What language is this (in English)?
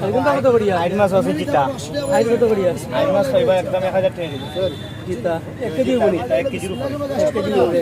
Sylheti